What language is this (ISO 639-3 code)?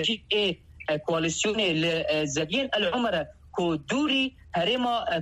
kur